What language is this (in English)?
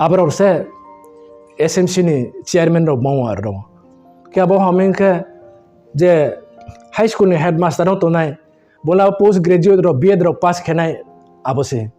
Riang (India)